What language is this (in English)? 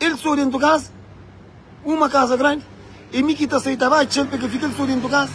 Kabuverdianu